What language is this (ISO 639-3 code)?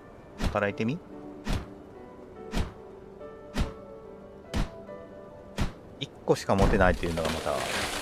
jpn